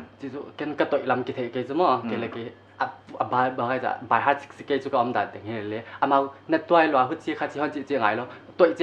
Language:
Paite Chin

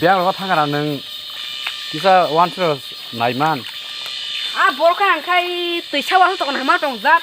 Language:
Kok Borok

